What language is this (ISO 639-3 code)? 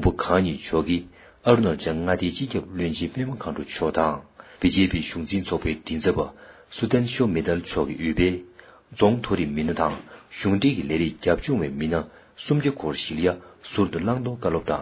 bod